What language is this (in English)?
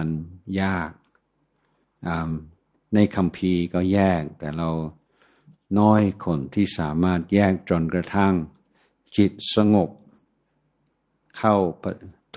Thai